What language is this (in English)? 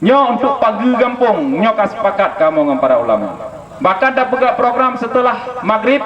Achinese